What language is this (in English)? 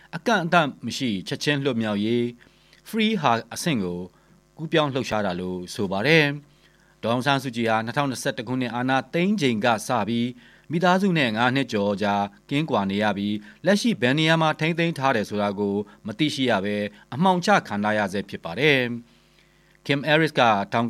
Burmese